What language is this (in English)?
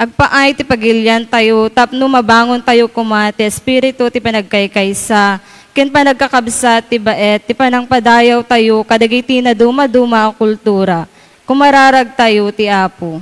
Iloko